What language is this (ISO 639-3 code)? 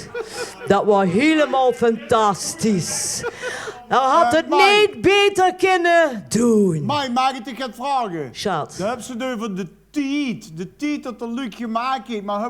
lim